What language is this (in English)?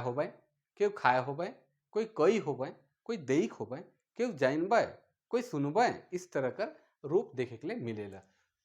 Sadri